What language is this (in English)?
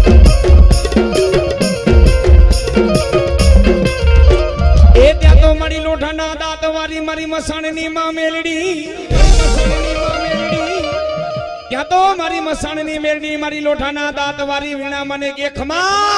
Gujarati